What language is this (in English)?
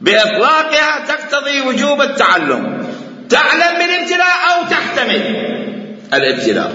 Mesopotamian Arabic